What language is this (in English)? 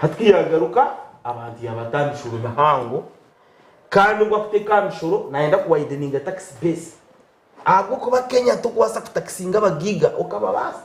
Nyankole